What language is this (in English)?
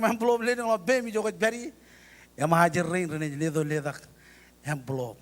Marshallese